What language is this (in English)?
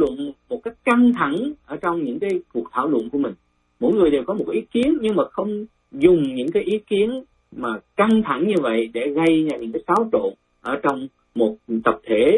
Vietnamese